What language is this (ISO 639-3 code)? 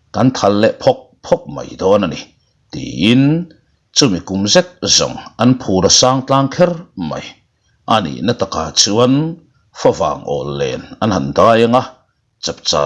lus